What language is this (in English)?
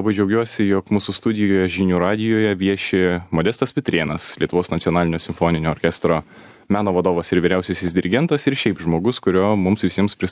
Lithuanian